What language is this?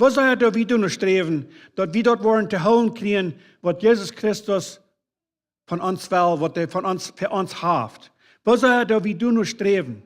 Plautdietsch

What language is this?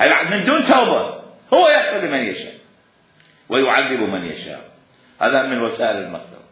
Mesopotamian Arabic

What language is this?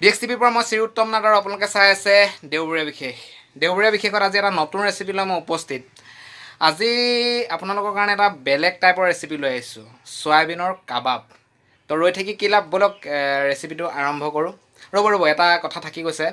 Assamese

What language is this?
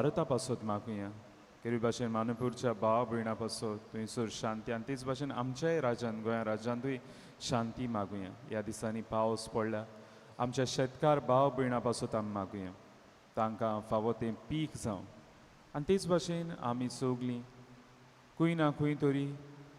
Konkani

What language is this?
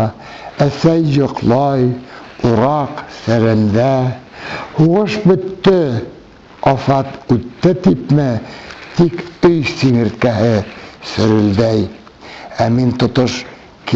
Bashkir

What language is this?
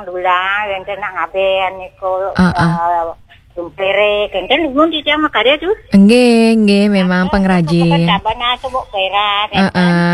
Balinese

